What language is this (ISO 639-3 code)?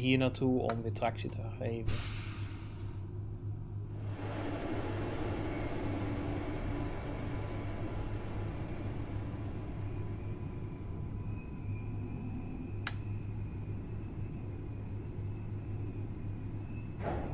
nld